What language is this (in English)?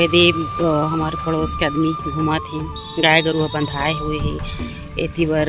Chhattisgarhi